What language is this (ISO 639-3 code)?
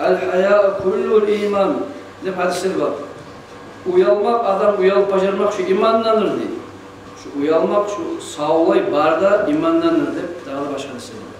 kum